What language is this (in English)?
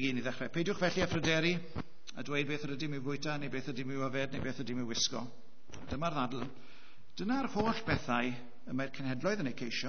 Welsh